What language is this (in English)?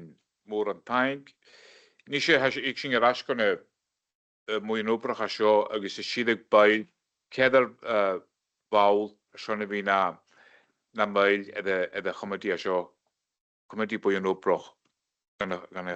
Scottish Gaelic